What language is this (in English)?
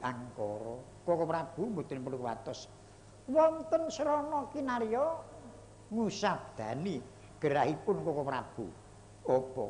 Javanese